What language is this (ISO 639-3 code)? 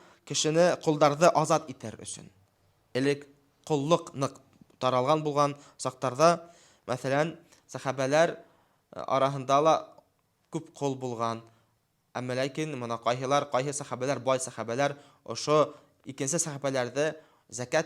bak